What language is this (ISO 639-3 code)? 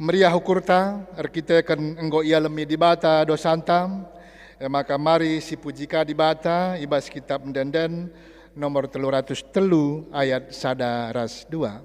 btx